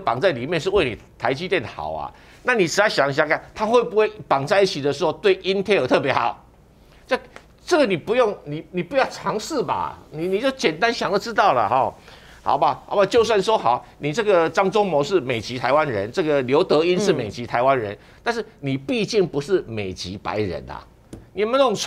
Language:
Chinese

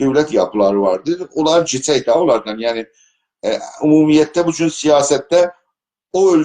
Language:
South Azerbaijani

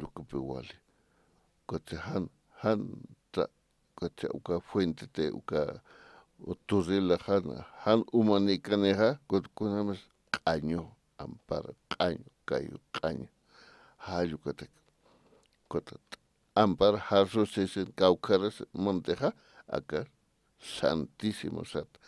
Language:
Aymara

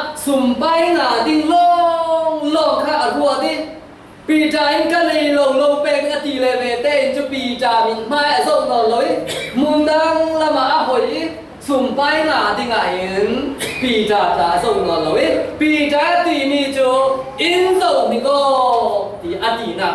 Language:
Falam Chin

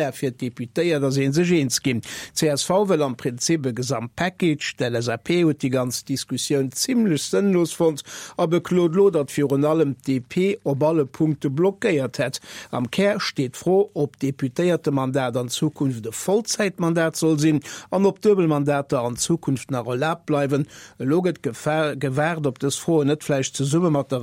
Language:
Luxembourgish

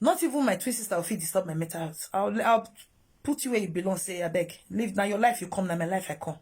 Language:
Nigerian Pidgin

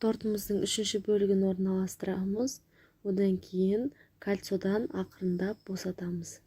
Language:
Kazakh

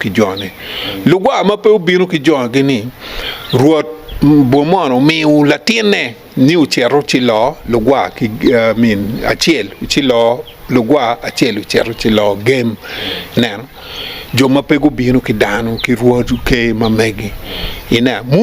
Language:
Acoli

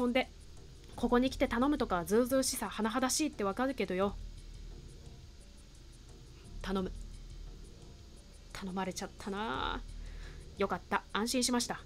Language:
Japanese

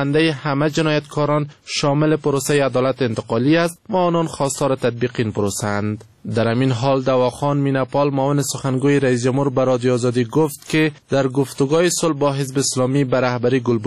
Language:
Persian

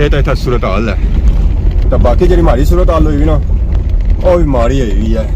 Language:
Pahari-Potwari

